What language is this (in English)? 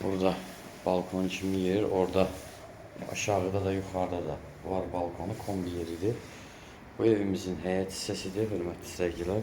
Azerbaijani